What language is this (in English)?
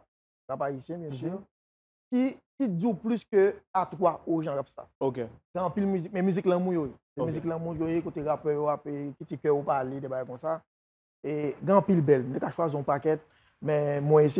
Haitian Creole